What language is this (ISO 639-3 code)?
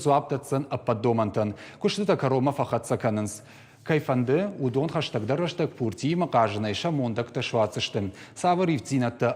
oss